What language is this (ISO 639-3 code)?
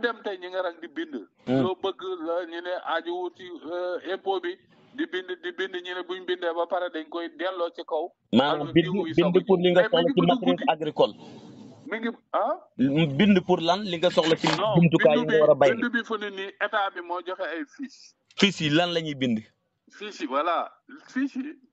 wol